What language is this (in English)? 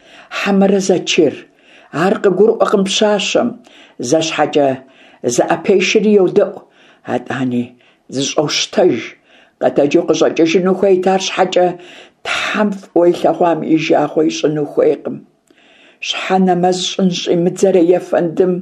Kabardian